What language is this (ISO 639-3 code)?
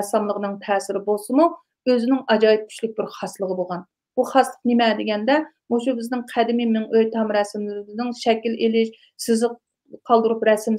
uig